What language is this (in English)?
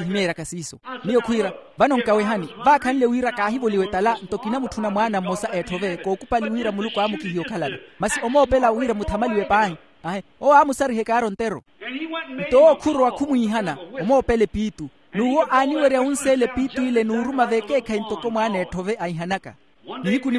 Makhuwa